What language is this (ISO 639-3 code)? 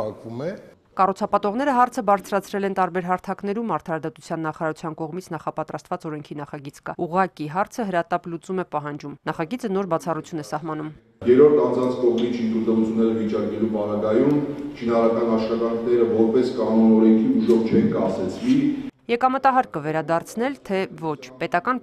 hye